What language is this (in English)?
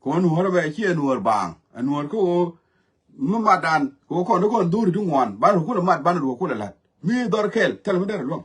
Nuer